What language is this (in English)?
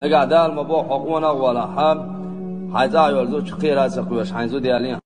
Chechen